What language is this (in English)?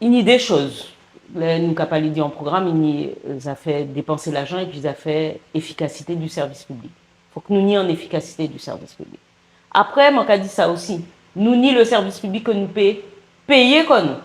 Guadeloupean Creole French